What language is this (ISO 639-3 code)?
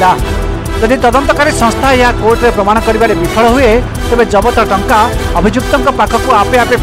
ori